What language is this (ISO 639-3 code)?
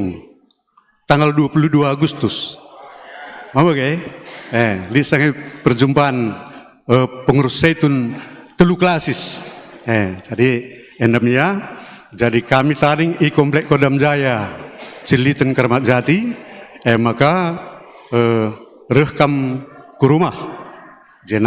btx